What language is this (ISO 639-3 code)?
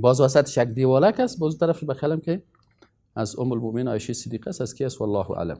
fas